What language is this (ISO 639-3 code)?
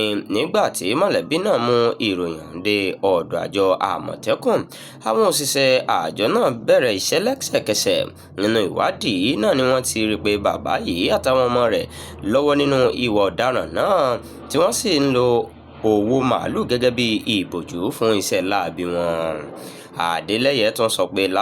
yor